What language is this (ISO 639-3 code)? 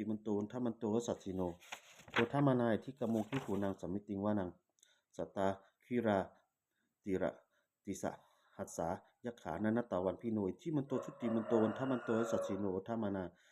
pli